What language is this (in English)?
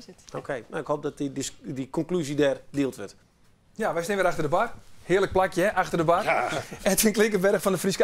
Western Frisian